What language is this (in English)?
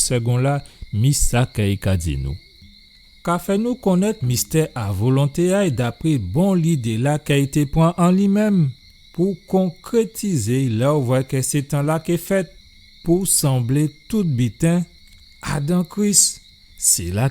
Guadeloupean Creole French